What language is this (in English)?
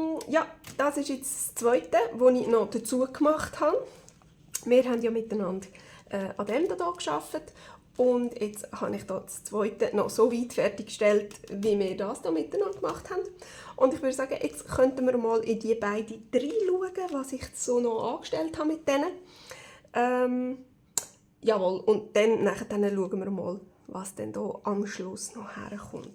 Swiss German